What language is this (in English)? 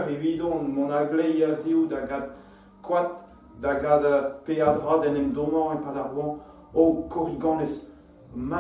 Breton